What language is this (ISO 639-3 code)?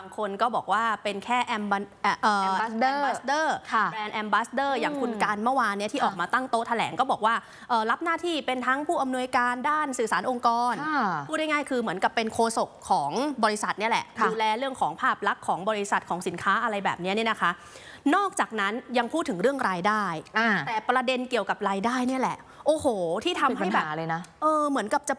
tha